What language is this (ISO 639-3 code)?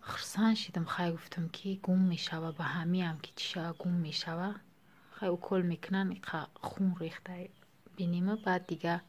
tgk